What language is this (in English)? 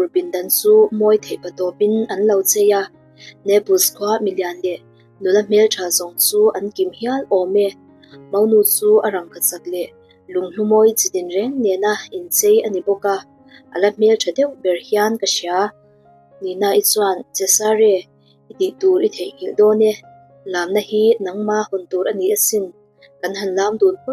Mizo